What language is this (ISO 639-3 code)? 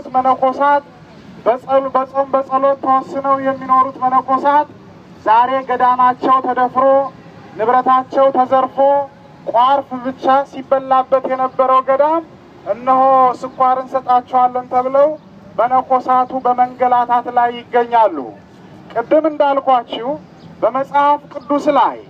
amh